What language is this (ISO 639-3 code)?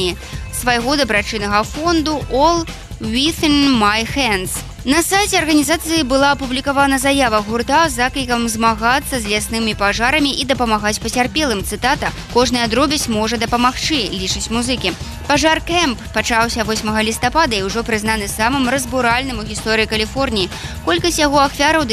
bel